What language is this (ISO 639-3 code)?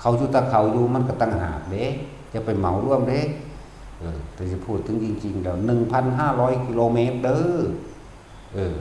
tts